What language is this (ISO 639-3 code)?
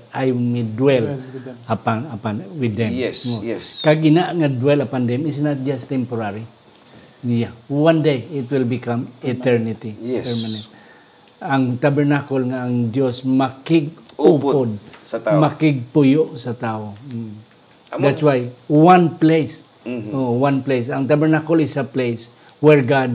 hil